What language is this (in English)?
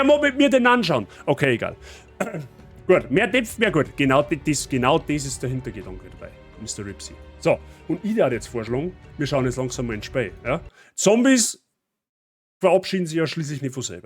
Bavarian